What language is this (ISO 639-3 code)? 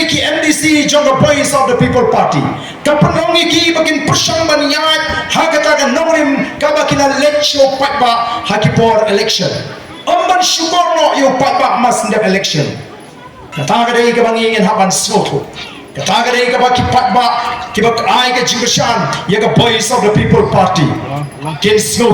kha